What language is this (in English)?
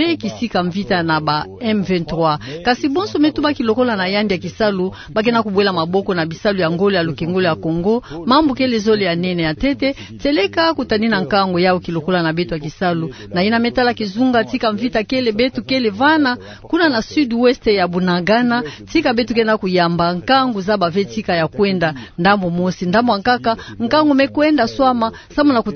Kituba (Democratic Republic of Congo)